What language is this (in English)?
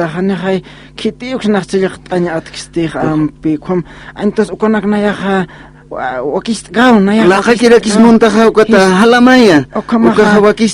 Aymara